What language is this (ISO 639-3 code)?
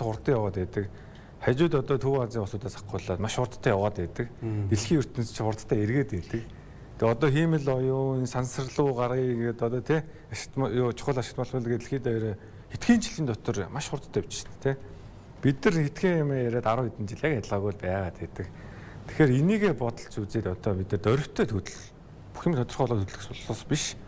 mon